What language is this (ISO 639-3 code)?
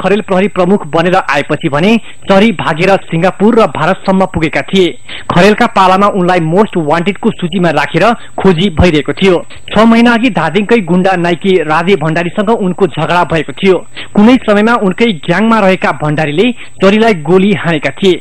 nep